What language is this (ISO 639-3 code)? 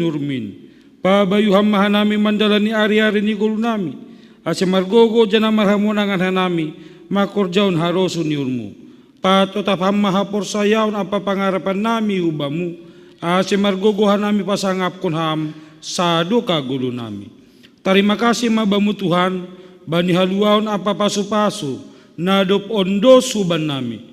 bts